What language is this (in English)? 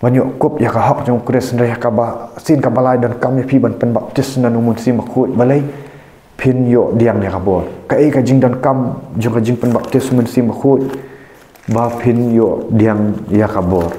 Khasi